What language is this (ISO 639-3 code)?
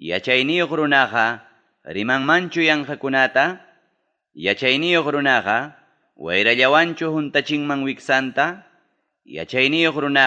quy